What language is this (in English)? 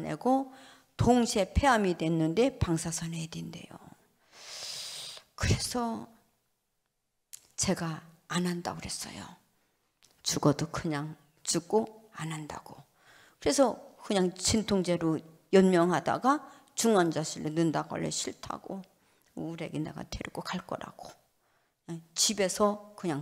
Korean